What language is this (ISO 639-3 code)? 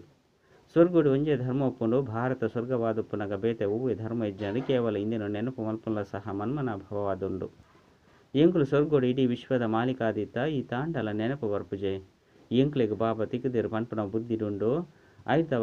tcy